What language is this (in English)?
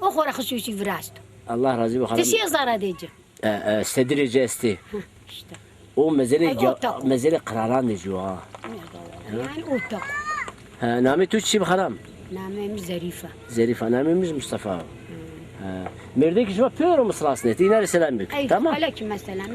Zaza